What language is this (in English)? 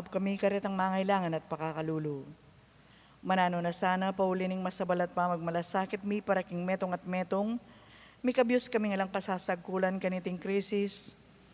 Pampanga